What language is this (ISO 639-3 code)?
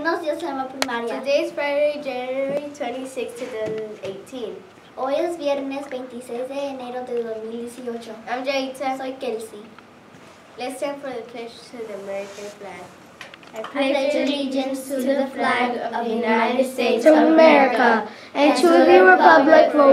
eng